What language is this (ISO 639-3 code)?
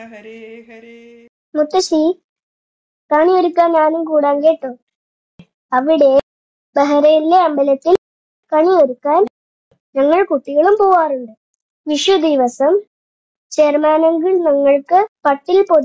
mal